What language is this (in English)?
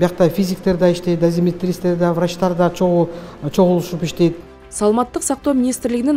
Kyrgyz